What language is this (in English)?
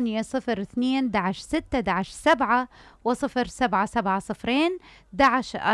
Mesopotamian Arabic